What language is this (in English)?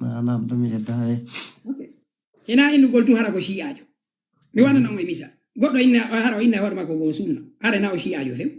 Fula